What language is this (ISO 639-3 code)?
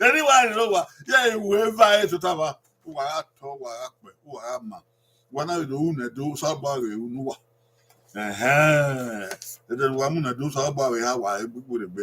bin